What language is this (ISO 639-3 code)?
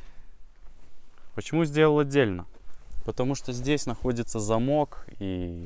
rus